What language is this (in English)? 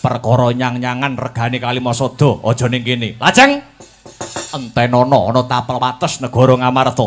Javanese